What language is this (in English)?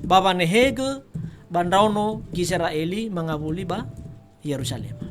Nias